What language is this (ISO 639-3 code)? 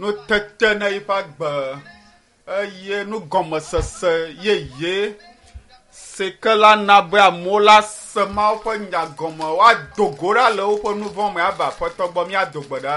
ewe